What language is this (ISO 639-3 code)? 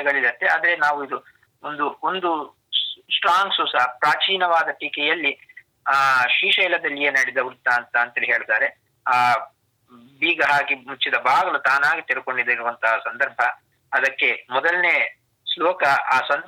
kan